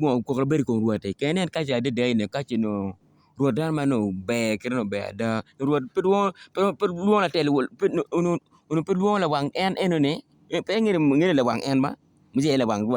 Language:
Acoli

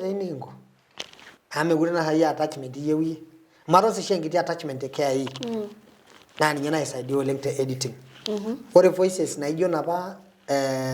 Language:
Masai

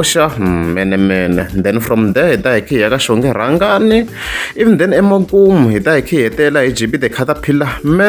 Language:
Tsonga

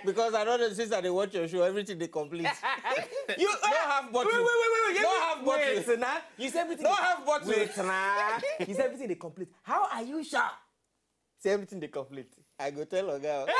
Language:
Nigerian Pidgin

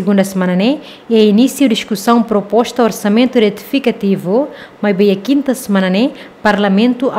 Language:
Tetum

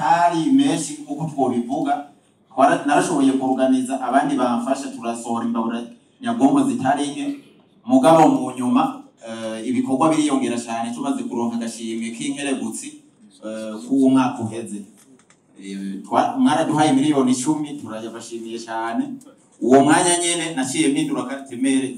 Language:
Rundi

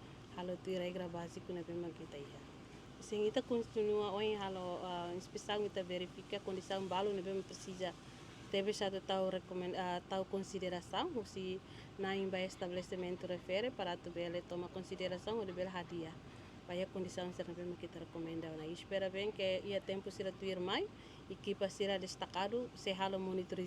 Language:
Tetum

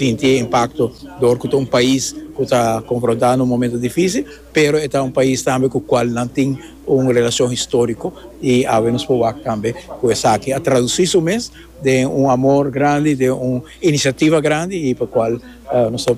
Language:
Papiamento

